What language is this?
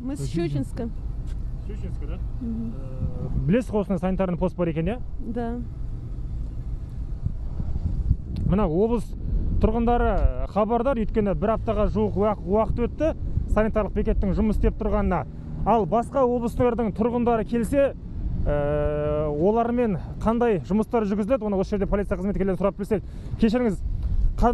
Kazakh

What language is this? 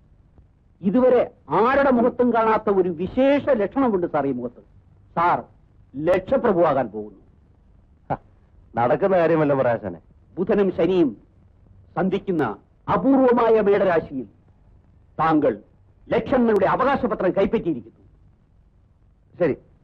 Malayalam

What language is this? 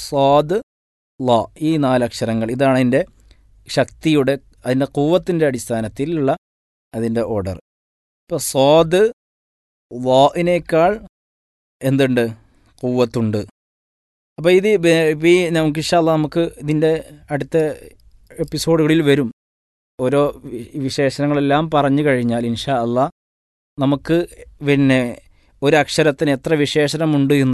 Malayalam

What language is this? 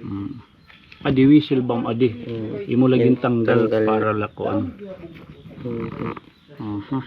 Waray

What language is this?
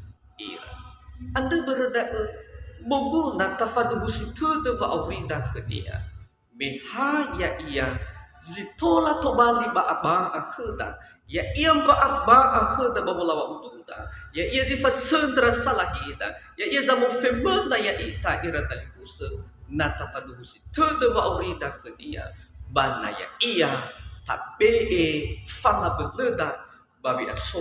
Nias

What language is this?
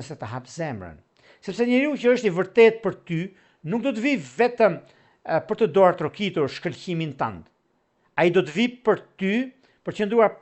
Albanian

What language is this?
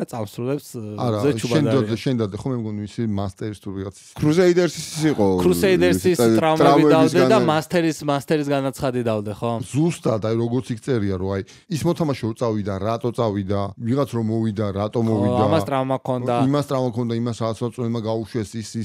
Georgian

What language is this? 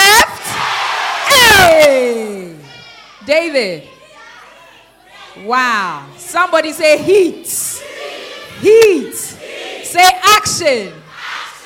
English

